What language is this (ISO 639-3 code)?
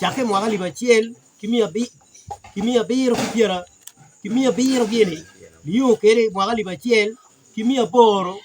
ach